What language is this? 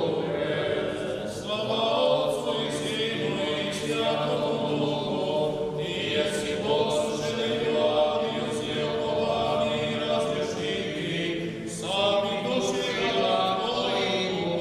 Serbian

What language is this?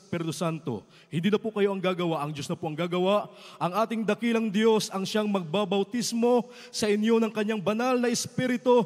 Filipino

